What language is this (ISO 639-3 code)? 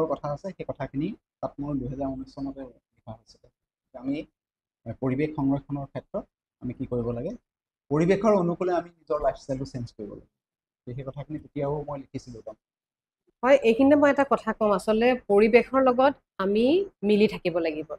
asm